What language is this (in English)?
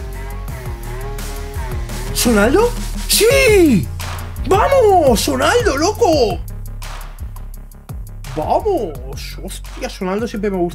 Spanish